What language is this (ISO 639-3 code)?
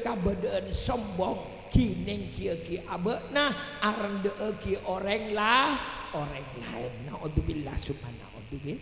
mad